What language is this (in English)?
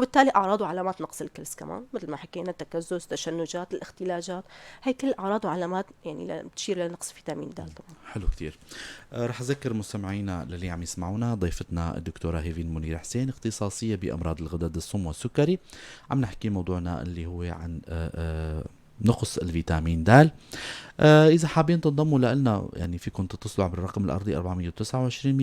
North Levantine Arabic